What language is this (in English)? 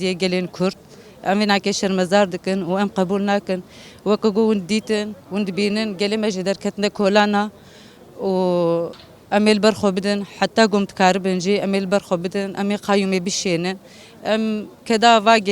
Kurdish